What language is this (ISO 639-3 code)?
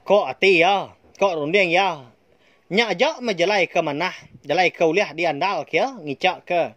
iba